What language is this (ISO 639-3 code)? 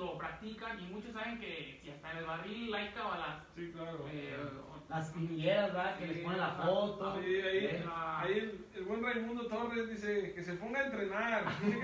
spa